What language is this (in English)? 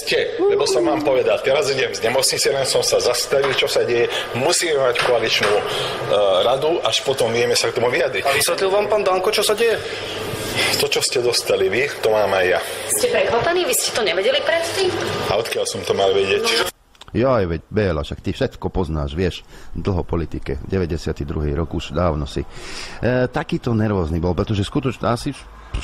Slovak